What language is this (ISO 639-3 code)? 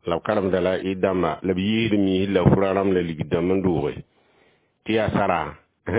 mos